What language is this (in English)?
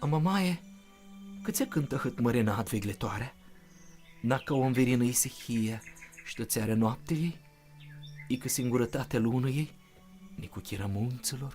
Aromanian